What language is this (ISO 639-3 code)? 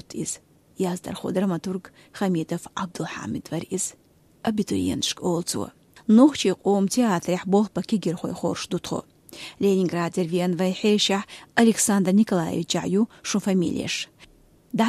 che